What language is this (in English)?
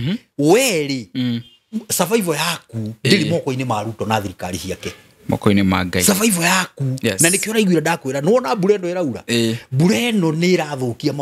Kikuyu